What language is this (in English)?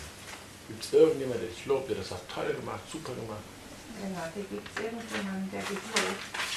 German